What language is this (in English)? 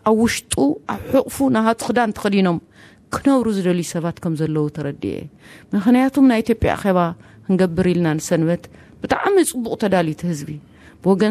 Tigrinya